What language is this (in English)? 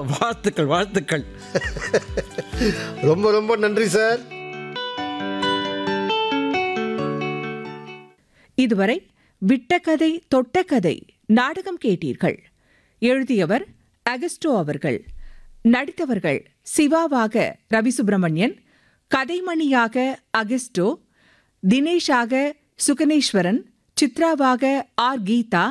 Tamil